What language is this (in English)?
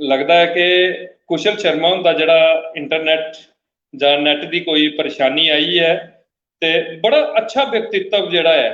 Dogri